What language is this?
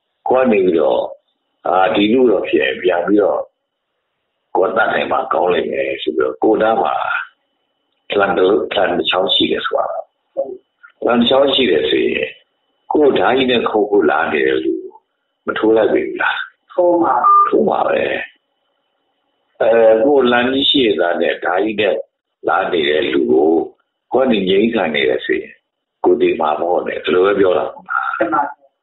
Burmese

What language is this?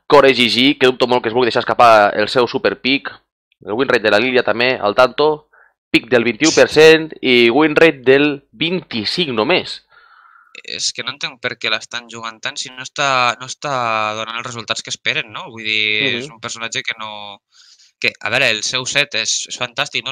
Catalan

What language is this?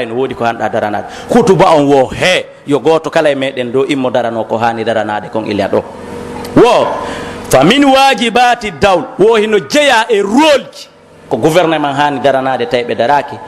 Pular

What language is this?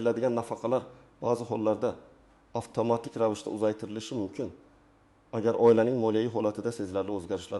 Uzbek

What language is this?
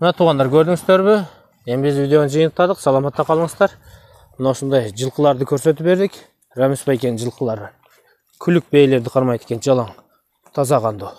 Kyrgyz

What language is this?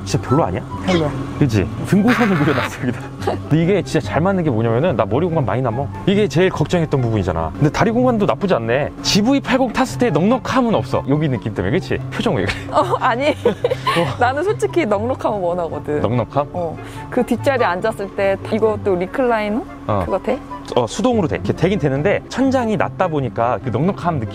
Korean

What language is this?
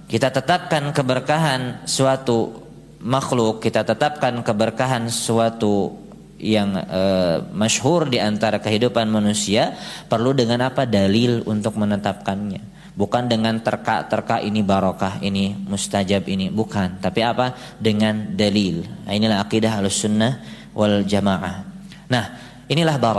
Indonesian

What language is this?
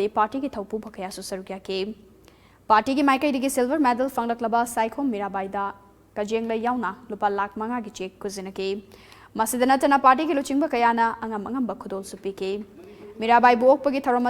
Manipuri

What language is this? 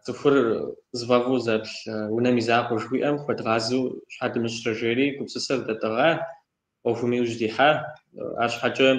Kabardian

